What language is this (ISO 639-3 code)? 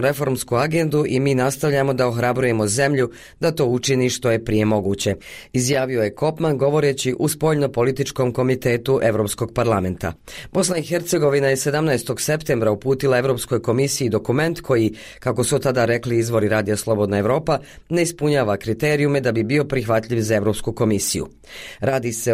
bos